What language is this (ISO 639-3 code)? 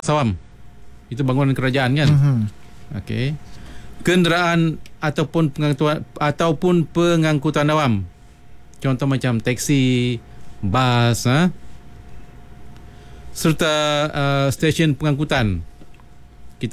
msa